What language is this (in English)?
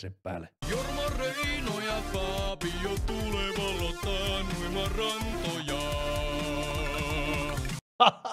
Finnish